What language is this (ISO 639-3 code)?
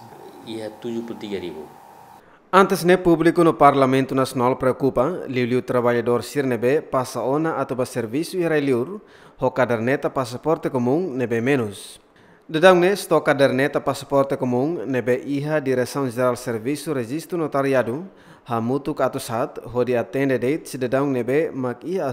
tet